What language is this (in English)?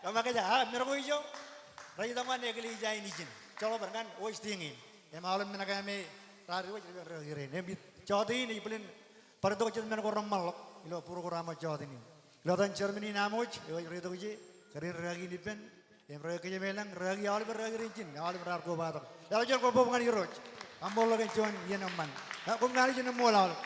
Marshallese